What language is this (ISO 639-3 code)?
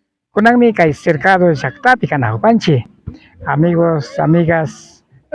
qvi